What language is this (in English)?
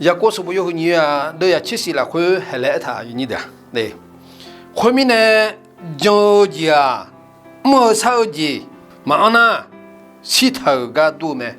Akha